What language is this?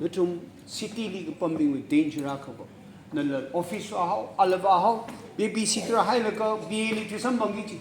Tangkhul Naga (India)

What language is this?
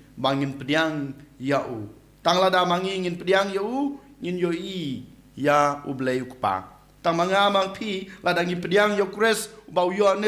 Khasi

